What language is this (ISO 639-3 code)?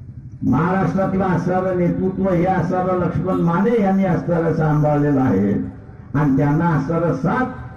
mar